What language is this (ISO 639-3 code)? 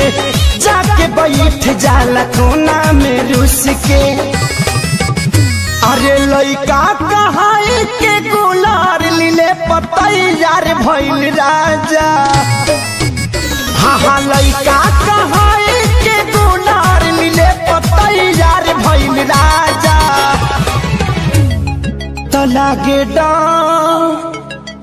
bho